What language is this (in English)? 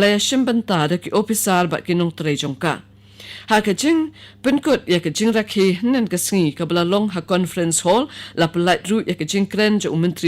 Khasi